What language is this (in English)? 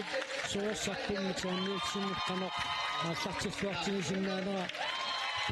Kalaallisut